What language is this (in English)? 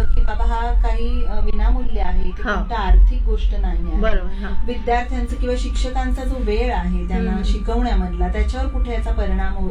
Marathi